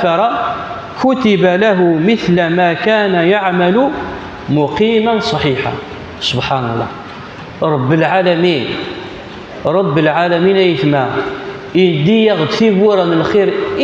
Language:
Kabyle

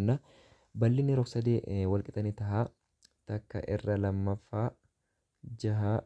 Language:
Oromo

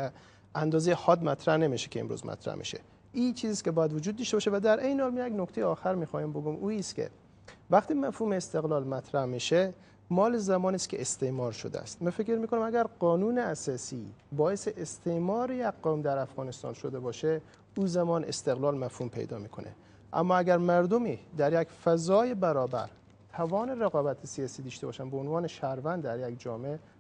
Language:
Persian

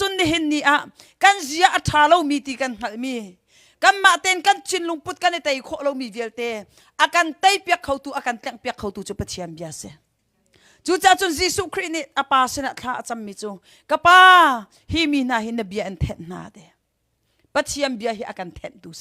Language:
Hakha Chin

